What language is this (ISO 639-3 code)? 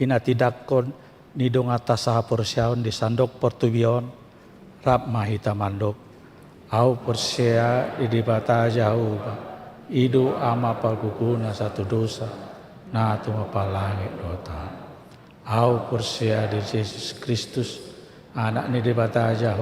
bbc